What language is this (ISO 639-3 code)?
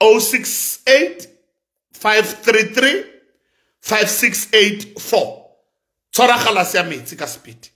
sot